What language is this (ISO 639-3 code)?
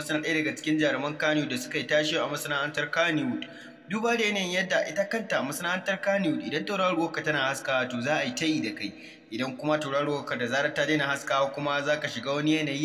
hau